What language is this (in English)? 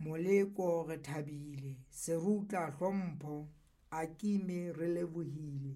Southern Sotho